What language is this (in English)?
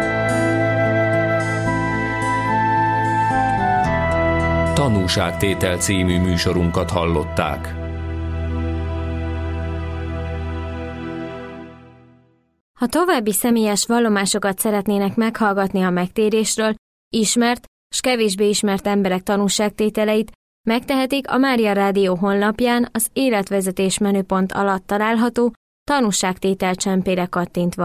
Hungarian